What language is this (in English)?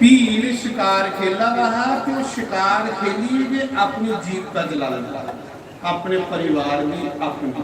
Dogri